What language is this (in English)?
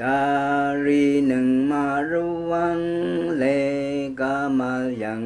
Rawang